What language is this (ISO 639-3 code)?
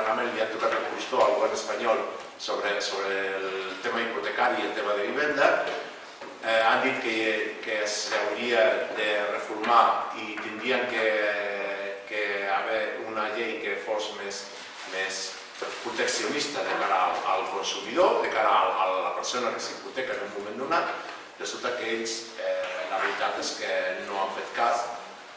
cat